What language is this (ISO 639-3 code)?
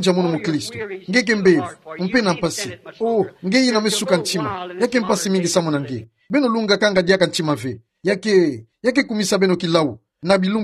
ktu